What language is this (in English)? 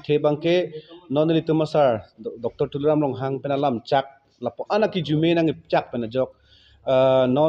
Karbi